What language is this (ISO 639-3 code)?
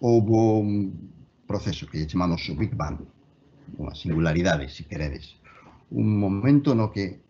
glg